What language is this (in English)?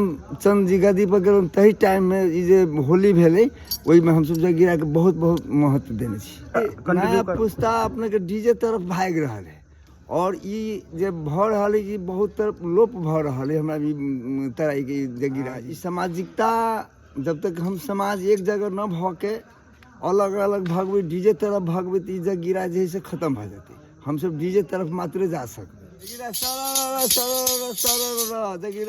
Maithili